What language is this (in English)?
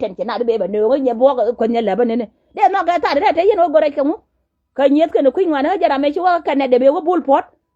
Nuer